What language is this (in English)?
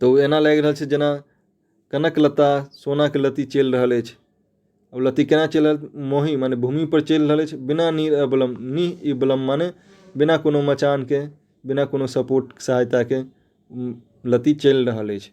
Maithili